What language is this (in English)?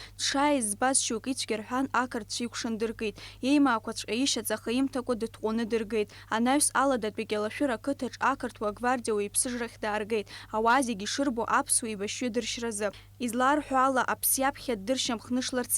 Abkhazian